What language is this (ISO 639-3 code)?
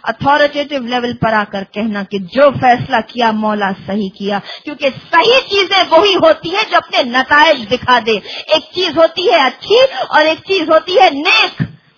urd